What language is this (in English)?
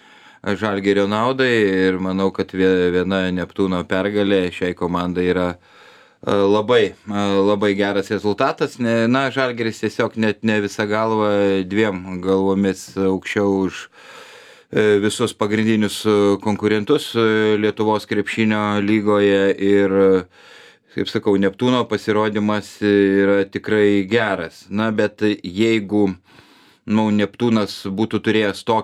Lithuanian